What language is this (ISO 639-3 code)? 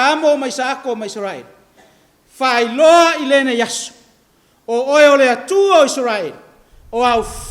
smo